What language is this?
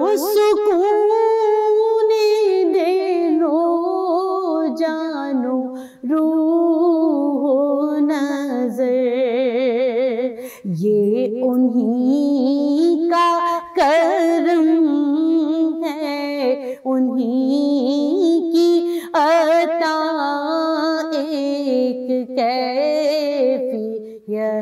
Urdu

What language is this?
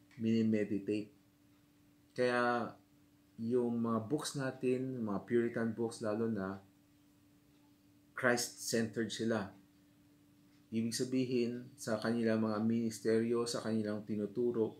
Filipino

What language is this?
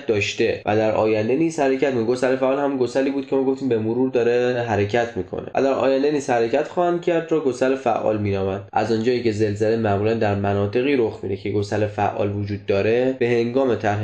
Persian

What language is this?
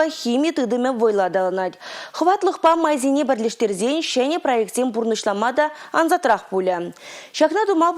Chuvash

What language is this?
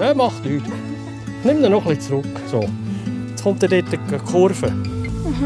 Swiss German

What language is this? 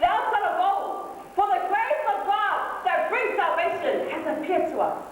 Samoan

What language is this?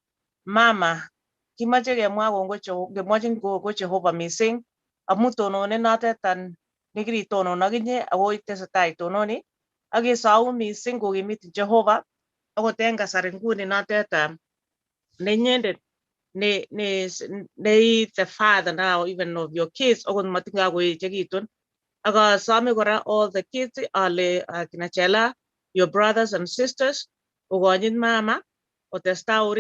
Kalenjin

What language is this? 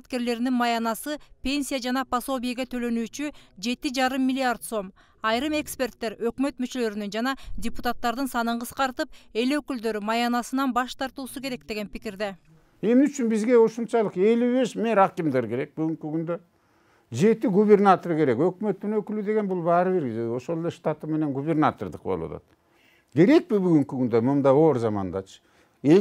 Kyrgyz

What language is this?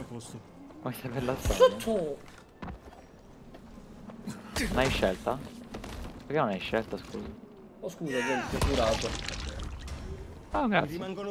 Italian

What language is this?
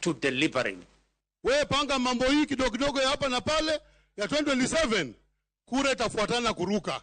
Luo (Kenya and Tanzania)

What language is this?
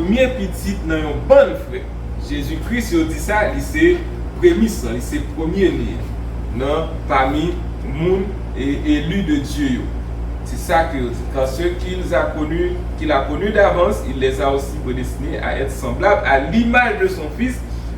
Haitian Creole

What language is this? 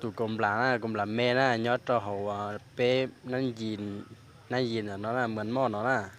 Hmong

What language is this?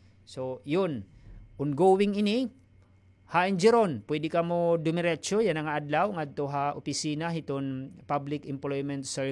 Waray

